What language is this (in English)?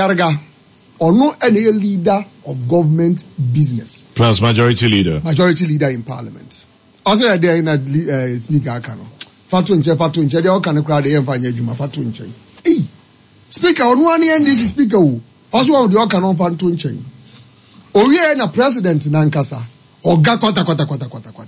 Akan